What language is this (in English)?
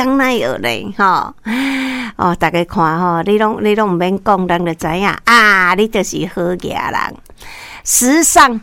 Min Nan Chinese